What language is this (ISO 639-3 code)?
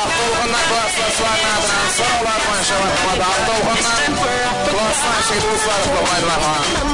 kaa